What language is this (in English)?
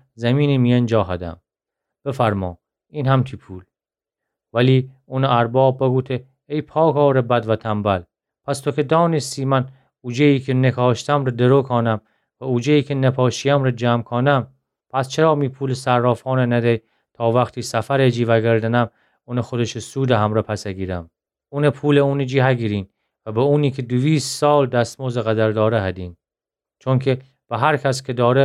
Gilaki